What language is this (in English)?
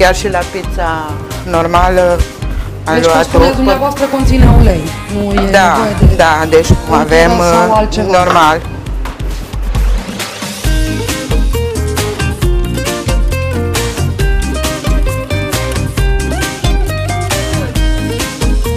Romanian